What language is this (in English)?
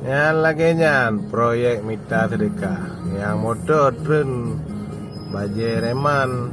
Achinese